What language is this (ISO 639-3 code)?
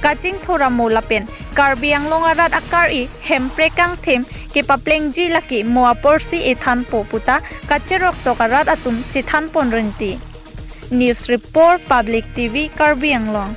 mjw